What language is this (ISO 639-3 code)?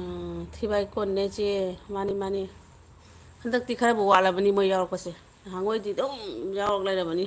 mni